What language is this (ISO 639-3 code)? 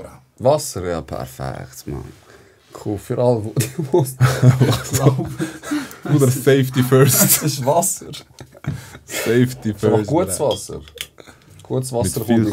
gsw